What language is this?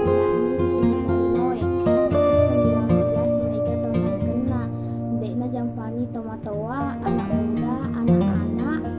Buginese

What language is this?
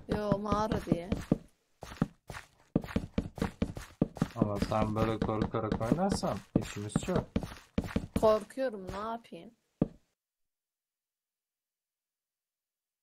Turkish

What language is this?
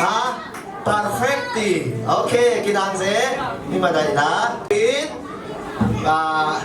Falam Chin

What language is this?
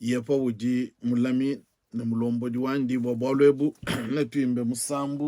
Luba-Lulua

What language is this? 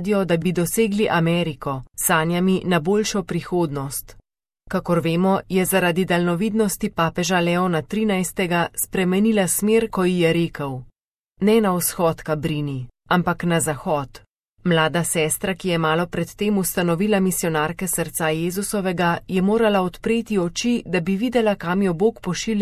Slovenian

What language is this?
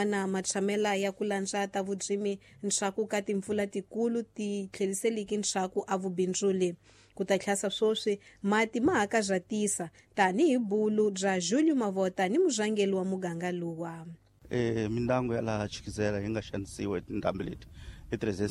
Tsonga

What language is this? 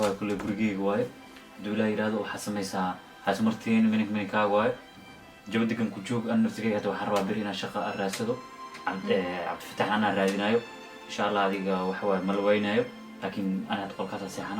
Somali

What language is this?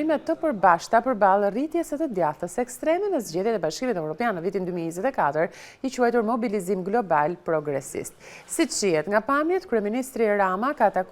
Albanian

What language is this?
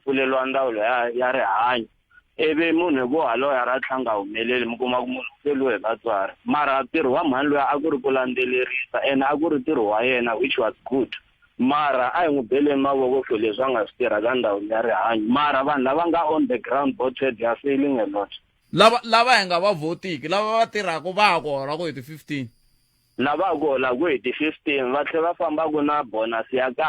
Tsonga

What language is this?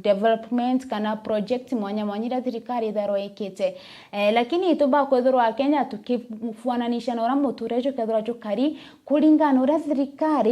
Meru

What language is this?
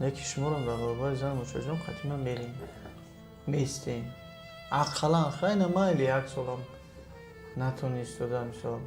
Tajik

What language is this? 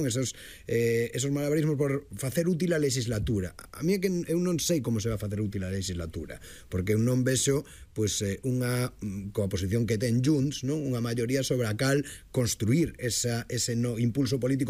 Galician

